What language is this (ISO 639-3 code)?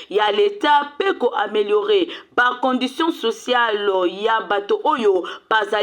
lin